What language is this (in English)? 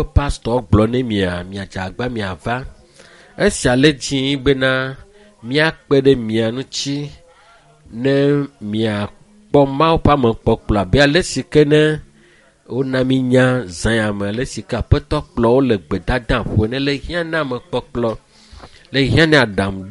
Ewe